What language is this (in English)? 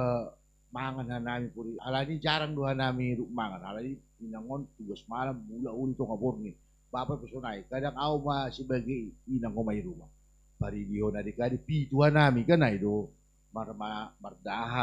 Batak Simalungun